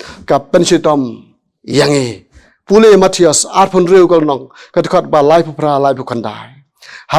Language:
Khasi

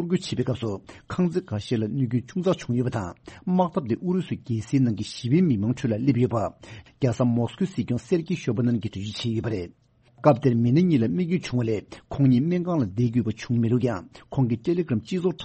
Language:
Tibetan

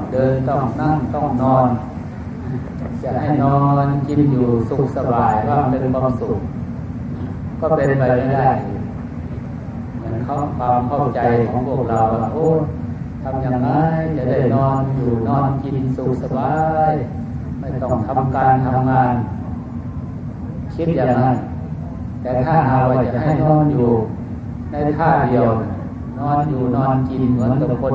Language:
Thai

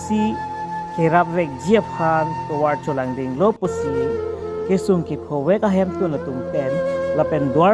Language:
Karbi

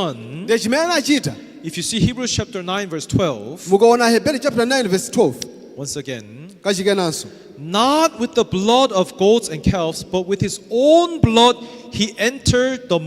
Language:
Nyanja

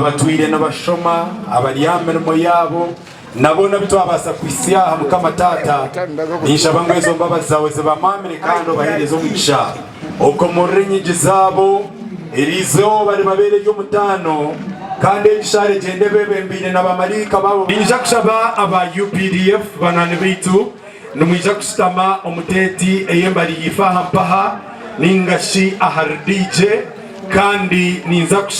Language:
Nyankole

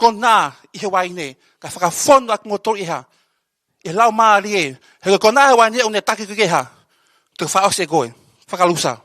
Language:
Tongan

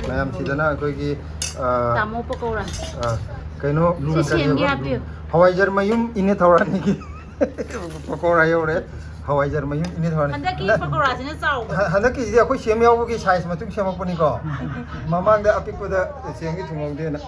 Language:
Manipuri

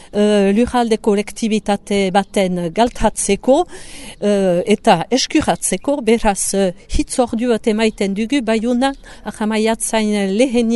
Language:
Basque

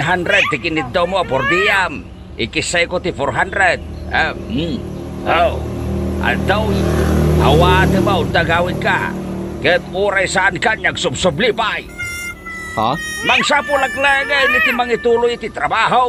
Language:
Iloko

